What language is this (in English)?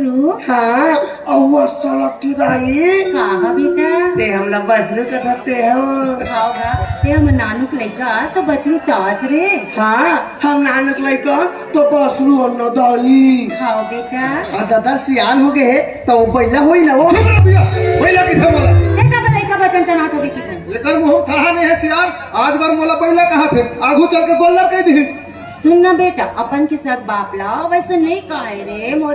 Chhattisgarhi